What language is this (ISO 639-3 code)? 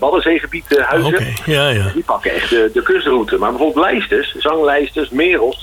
nld